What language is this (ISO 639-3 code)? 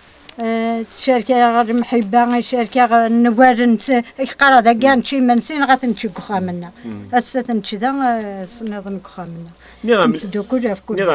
kab